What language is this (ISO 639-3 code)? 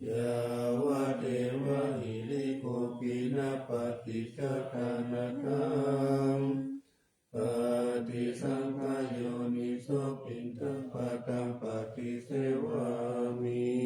pli